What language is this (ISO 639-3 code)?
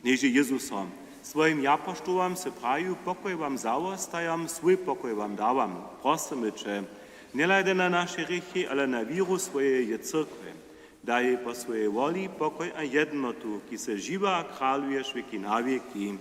hsb